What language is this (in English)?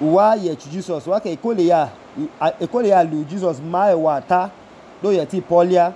Idoma